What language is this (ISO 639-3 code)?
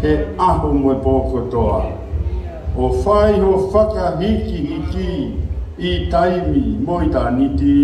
ton